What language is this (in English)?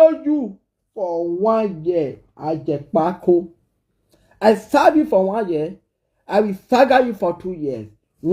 Nigerian Pidgin